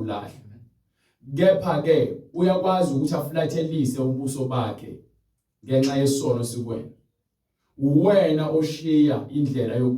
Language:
Zulu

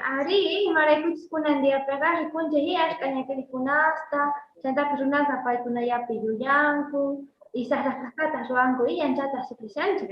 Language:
South Bolivian Quechua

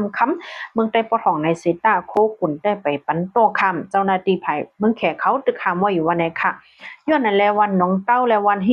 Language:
Shan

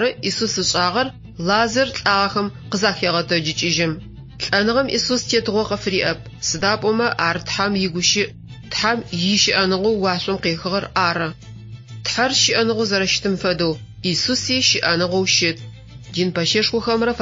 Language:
Adyghe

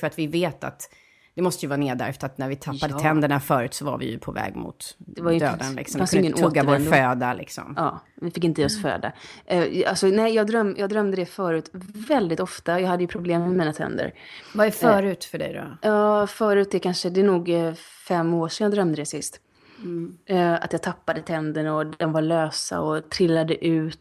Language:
Swedish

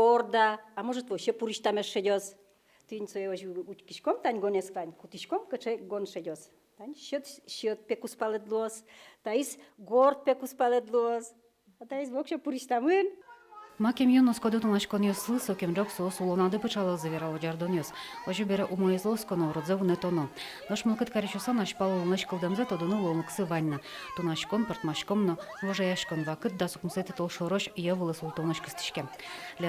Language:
Udmurt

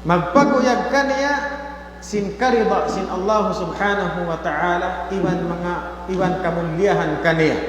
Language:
Tausug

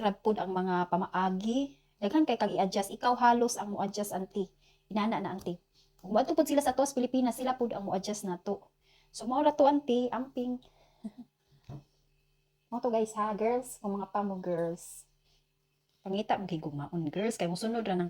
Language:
Cebuano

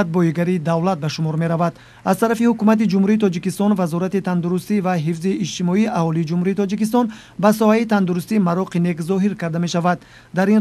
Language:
Tajik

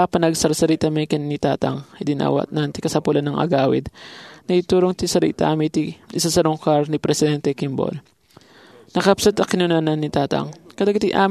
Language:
Iloko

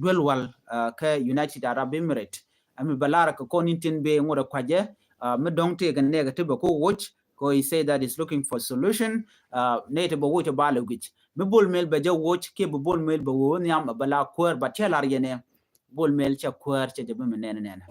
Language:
Nuer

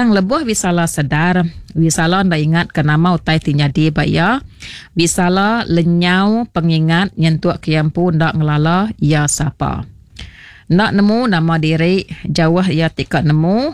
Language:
Iban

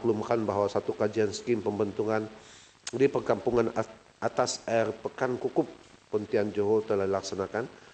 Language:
Malay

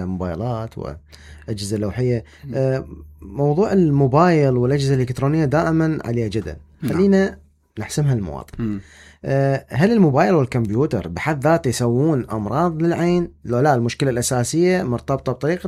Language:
Mesopotamian Arabic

